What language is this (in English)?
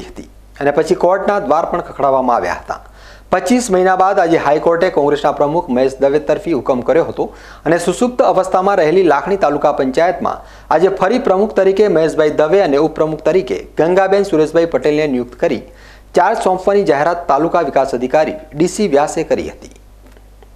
Gujarati